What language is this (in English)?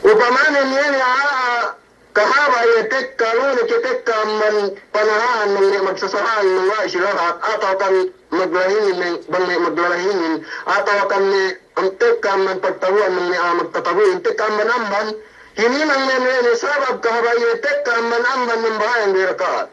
Yakan